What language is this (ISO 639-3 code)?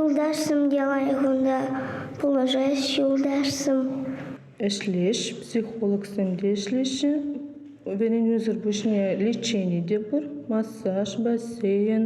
chv